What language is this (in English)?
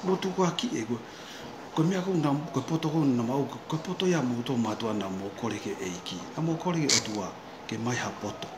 Tongan